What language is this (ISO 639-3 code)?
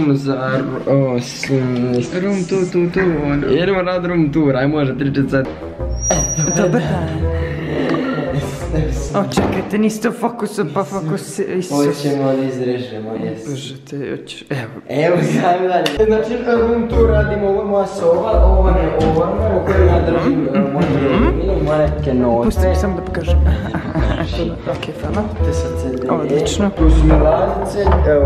hrv